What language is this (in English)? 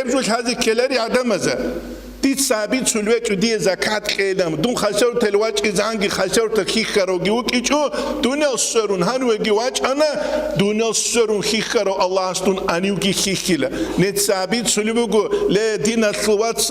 Avaric